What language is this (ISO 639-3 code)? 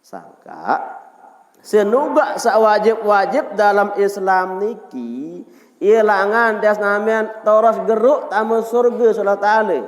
sas